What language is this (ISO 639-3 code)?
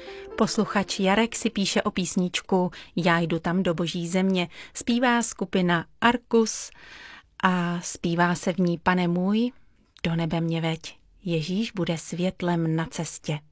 ces